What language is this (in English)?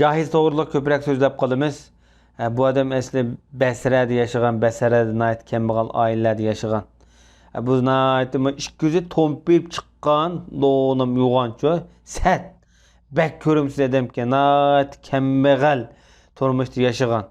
Uyghur